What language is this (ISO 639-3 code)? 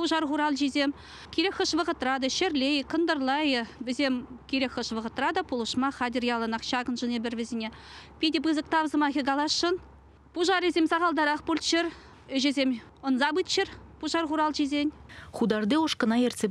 chv